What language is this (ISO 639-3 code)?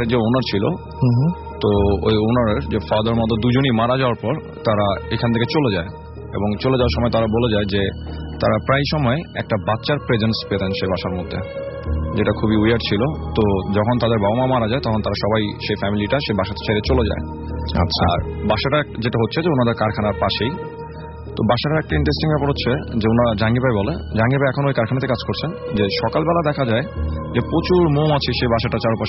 ben